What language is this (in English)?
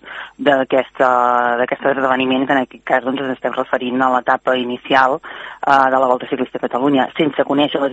Catalan